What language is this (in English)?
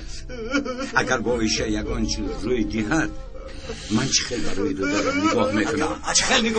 Tajik